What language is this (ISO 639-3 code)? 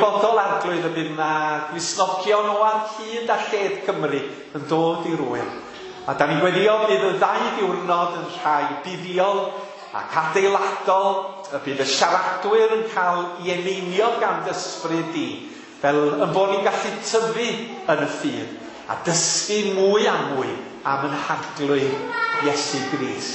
cym